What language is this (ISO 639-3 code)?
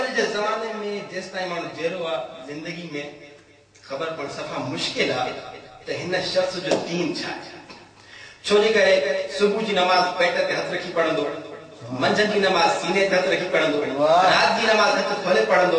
snd